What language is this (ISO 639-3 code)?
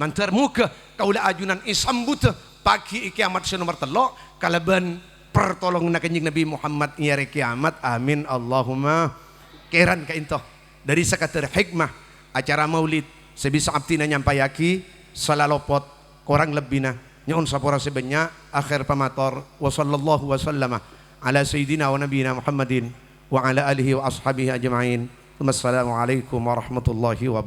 mad